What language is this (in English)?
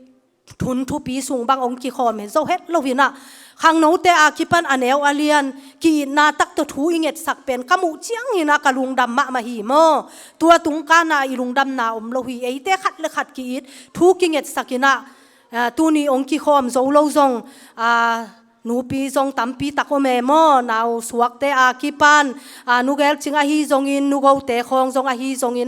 Tedim Chin